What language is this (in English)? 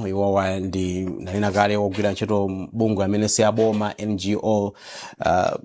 Nyanja